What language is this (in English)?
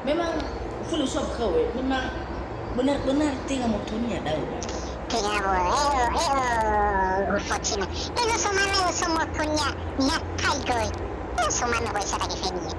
Nias